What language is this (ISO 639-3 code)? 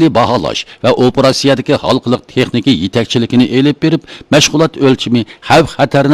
uig